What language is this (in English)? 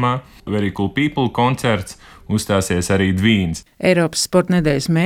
Latvian